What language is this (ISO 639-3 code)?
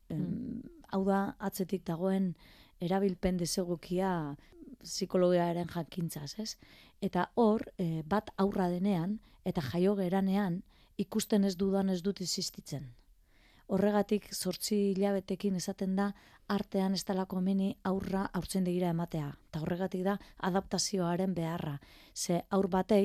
eus